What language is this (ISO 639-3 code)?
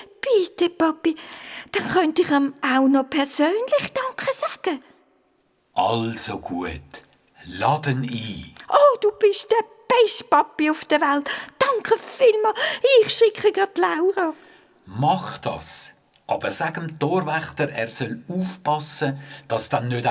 gsw